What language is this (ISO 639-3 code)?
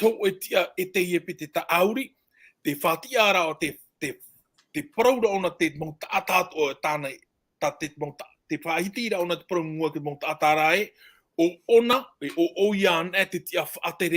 tah